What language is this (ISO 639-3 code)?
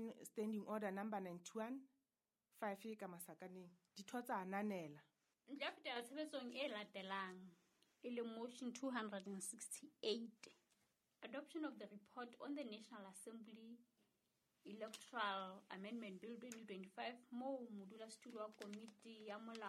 sot